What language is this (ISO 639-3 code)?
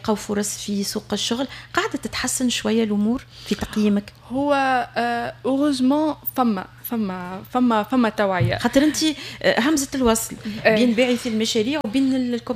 aeb